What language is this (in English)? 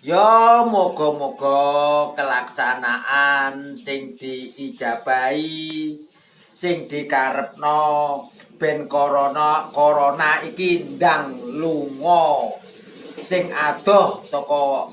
Javanese